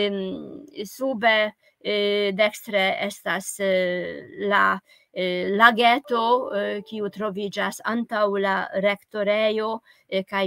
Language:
Esperanto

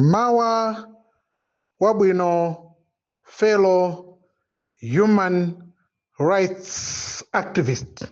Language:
Nyanja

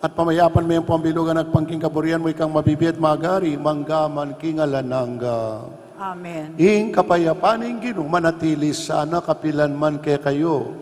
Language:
Pampanga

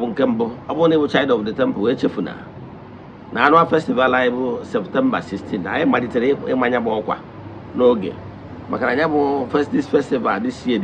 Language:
Igbo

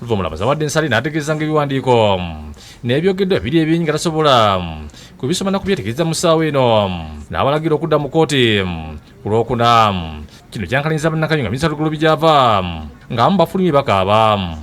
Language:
Ganda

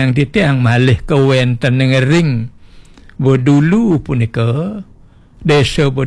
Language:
Balinese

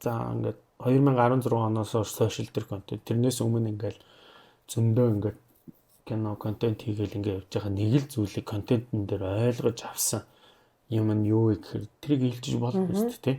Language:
Mongolian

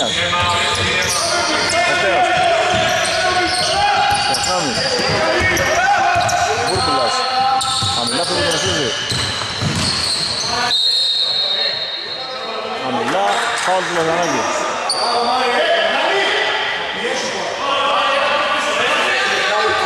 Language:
Greek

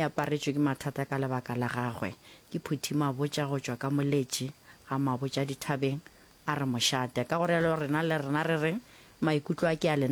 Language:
Northern Sotho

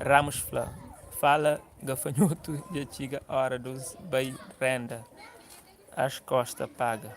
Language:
Kabuverdianu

